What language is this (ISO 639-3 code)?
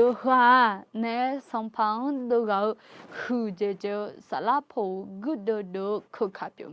ahk